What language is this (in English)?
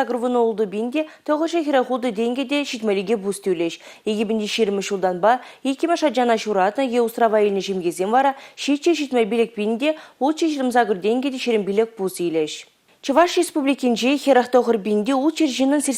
Chuvash